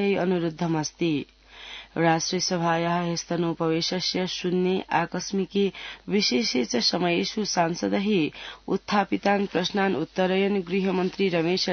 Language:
Sanskrit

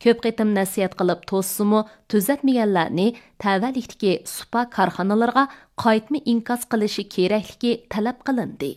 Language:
Uyghur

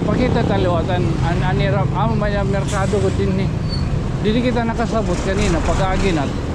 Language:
Waray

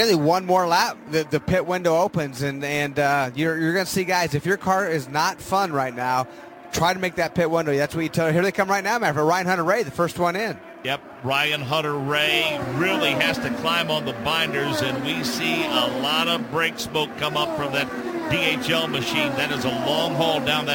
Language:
English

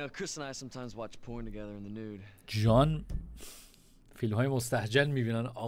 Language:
Persian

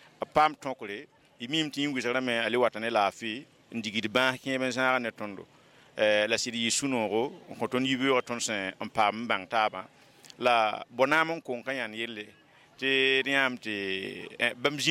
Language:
Mossi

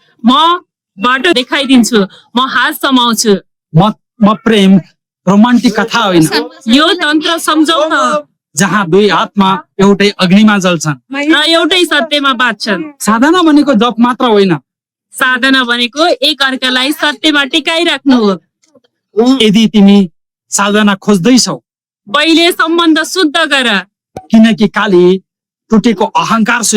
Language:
Nepali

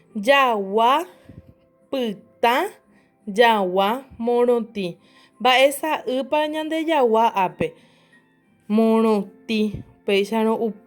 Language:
Guarani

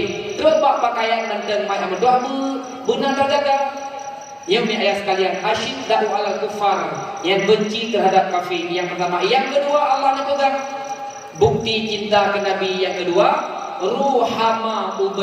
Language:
Achinese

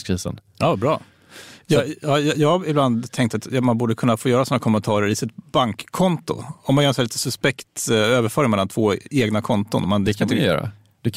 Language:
Swedish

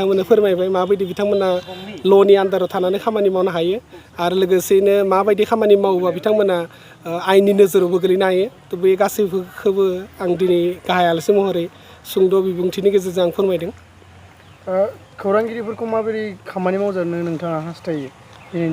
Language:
Bodo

